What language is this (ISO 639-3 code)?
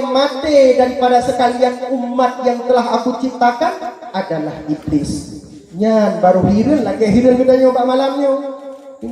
ace